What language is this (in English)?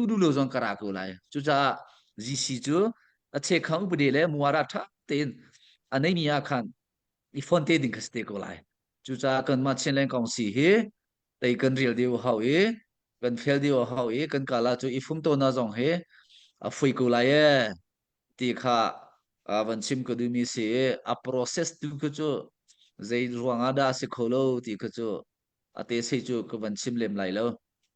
Hakha Chin